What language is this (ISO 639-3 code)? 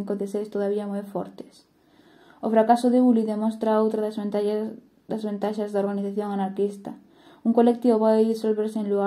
glg